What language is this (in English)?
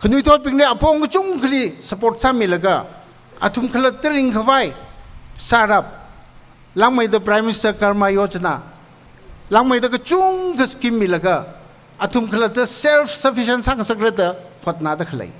Tangkhul Naga (India)